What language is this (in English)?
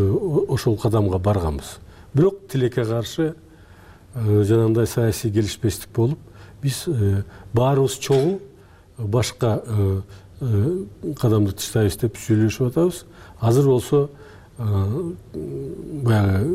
Kyrgyz